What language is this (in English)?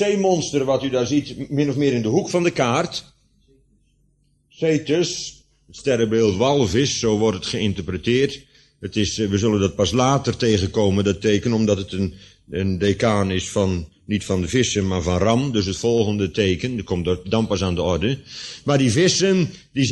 Dutch